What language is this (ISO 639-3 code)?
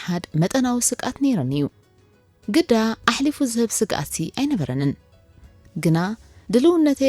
tir